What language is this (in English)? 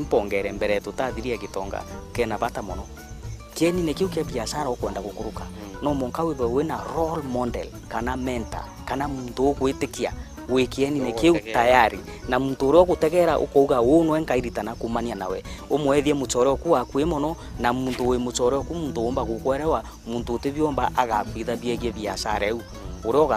Meru